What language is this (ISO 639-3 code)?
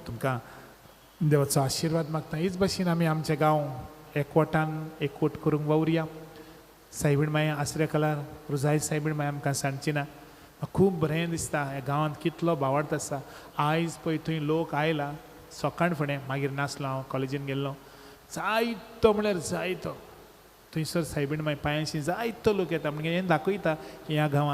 kok